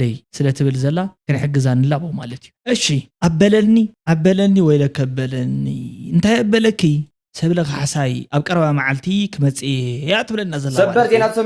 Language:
Tigrinya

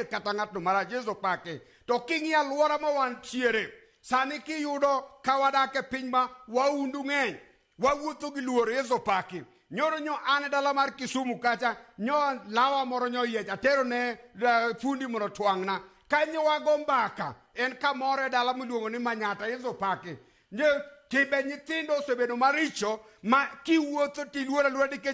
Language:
Luo (Kenya and Tanzania)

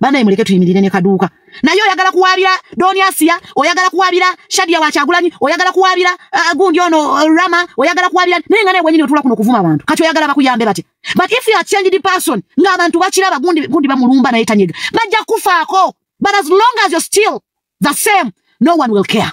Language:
Ganda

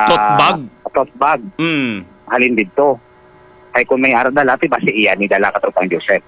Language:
Hiligaynon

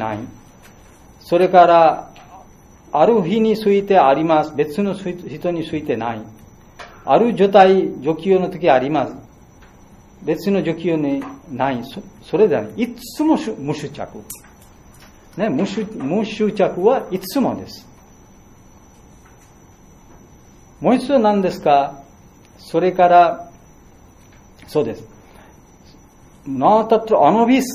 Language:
Japanese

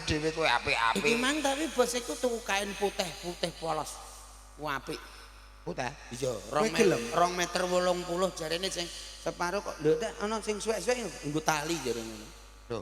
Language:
Javanese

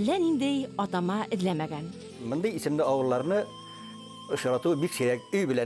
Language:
Bashkir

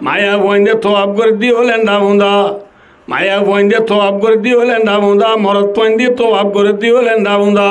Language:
Rohingya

